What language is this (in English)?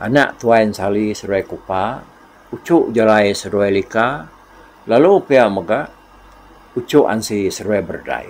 Iban